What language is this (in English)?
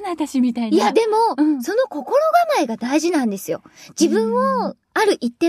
Japanese